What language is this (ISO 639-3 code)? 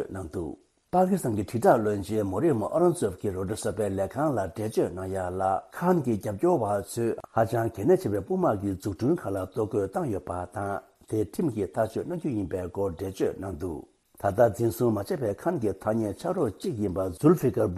bod